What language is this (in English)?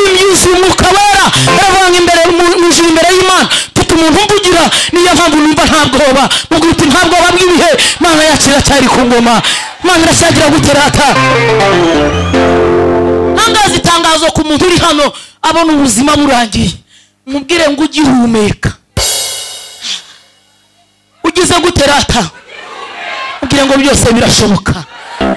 Kinyarwanda